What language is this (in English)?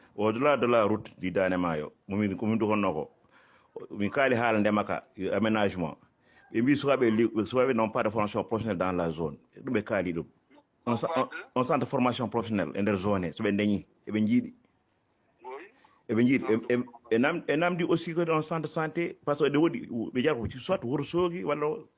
Fula